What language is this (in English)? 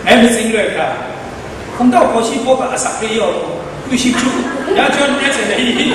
Kachin